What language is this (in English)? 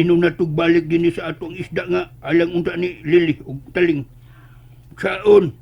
Cebuano